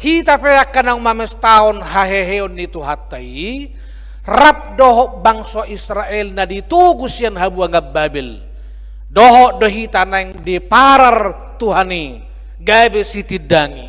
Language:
Batak Toba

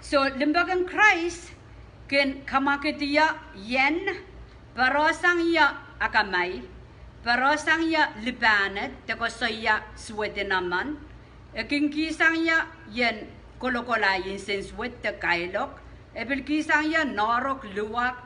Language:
Pohnpeian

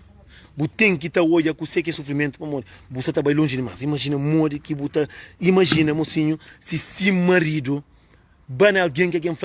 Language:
Kabuverdianu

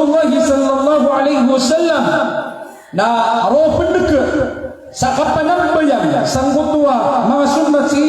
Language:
Maranao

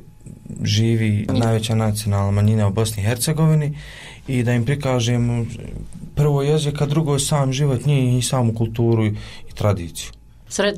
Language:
Croatian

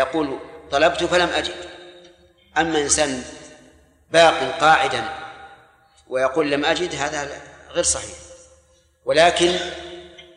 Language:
Arabic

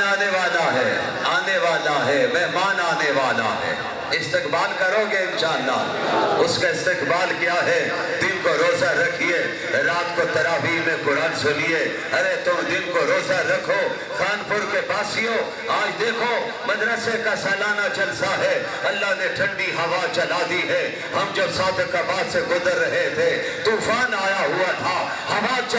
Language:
Urdu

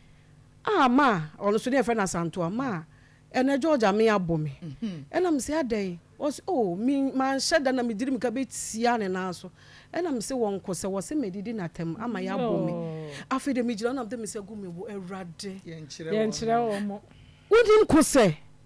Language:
Akan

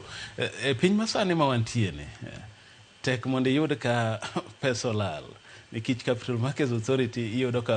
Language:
Luo (Kenya and Tanzania)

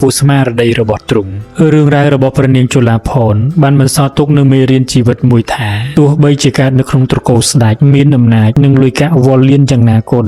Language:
Khmer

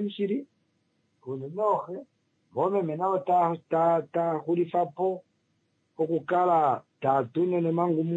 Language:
Kuanyama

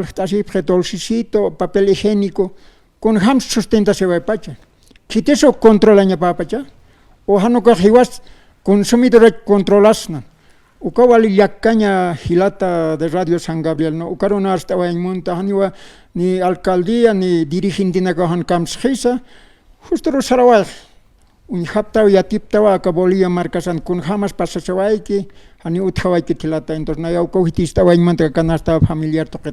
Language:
Aymara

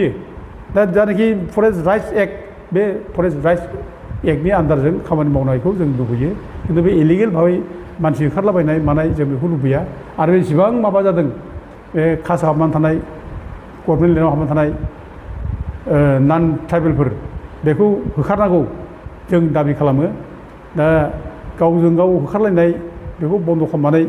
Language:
Bodo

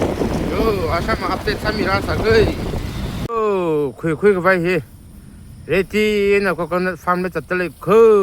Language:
Tangkhul Naga (India)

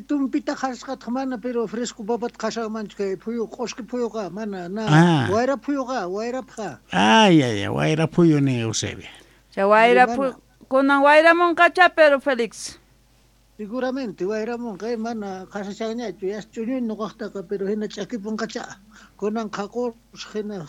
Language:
South Bolivian Quechua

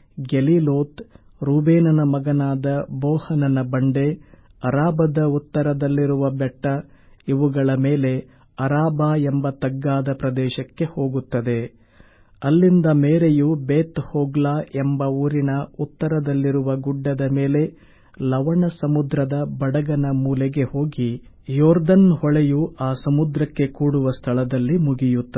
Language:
Kannada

